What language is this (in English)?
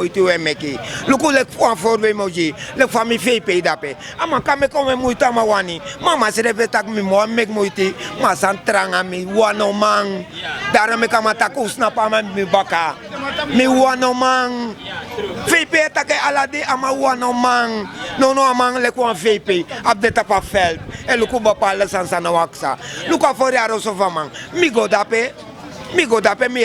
Sranan Tongo